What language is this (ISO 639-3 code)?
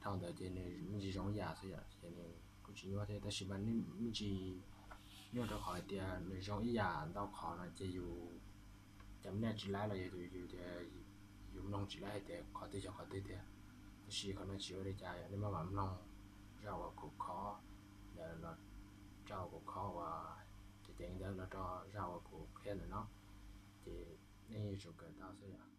hmn